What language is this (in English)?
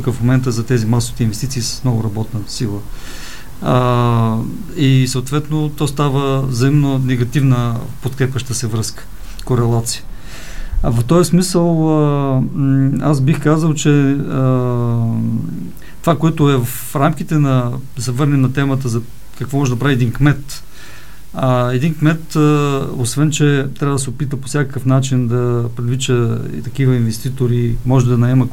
Bulgarian